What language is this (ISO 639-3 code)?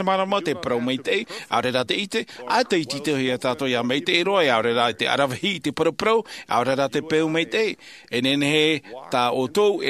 tah